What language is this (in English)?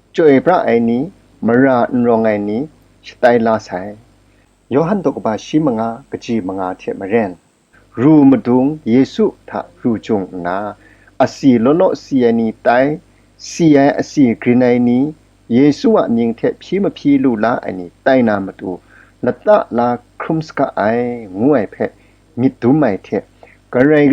Kachin